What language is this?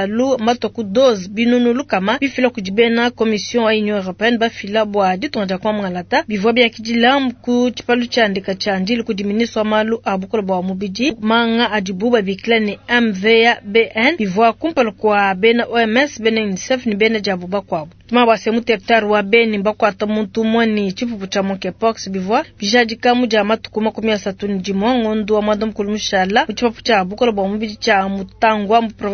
Luba-Lulua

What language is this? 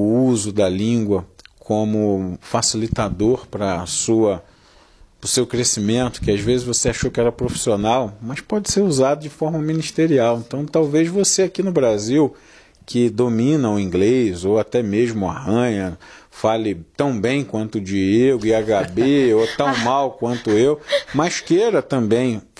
Portuguese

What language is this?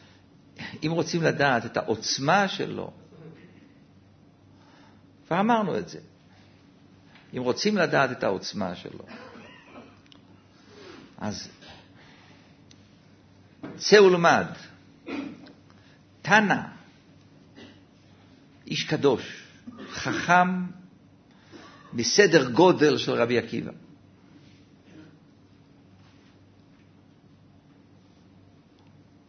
Hebrew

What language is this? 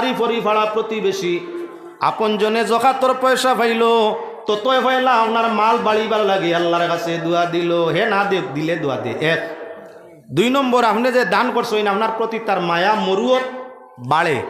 Sylheti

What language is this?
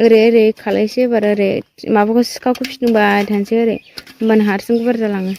Bodo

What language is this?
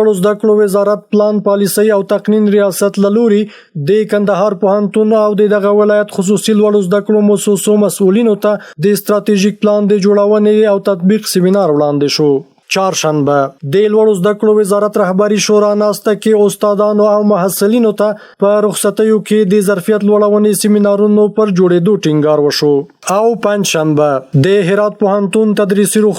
Pashto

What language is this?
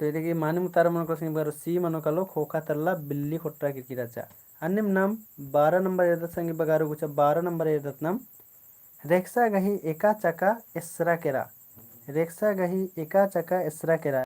Kurukh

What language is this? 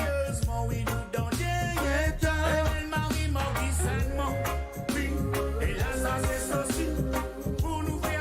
Morisyen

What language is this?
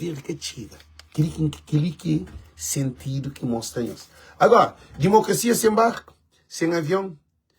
Kabuverdianu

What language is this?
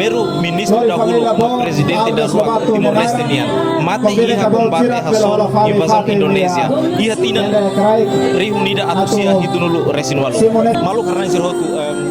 Tetum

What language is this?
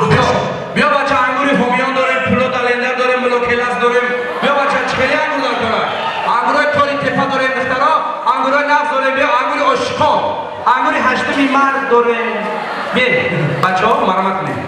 Tajik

